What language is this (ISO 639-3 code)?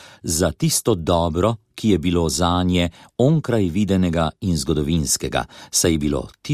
slv